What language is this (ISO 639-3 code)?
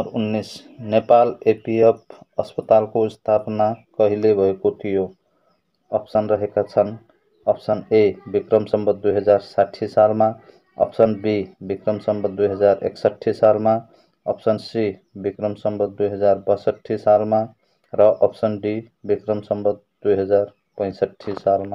nep